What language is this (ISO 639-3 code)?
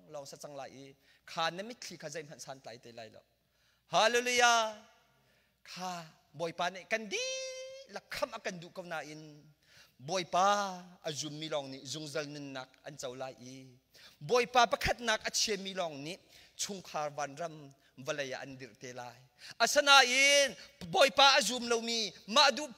cnh